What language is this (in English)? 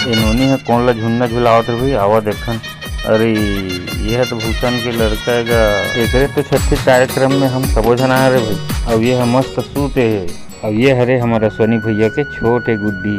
Chhattisgarhi